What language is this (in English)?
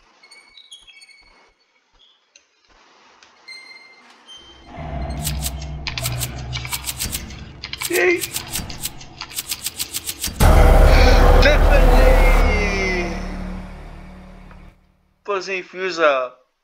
Czech